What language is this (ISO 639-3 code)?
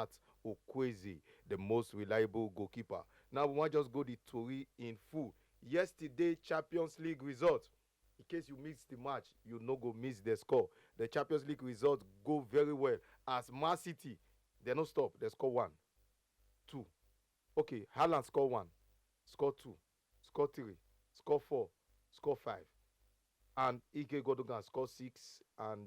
pcm